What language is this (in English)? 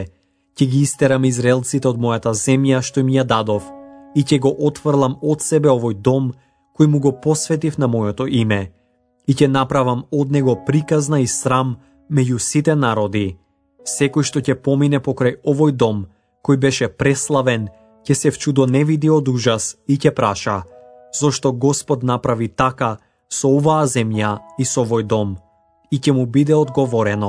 Macedonian